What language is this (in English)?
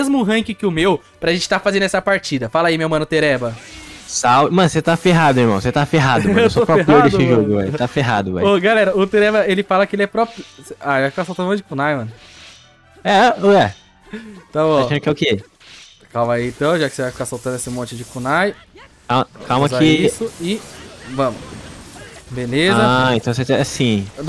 Portuguese